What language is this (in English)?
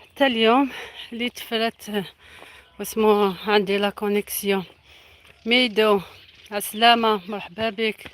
Algerian Arabic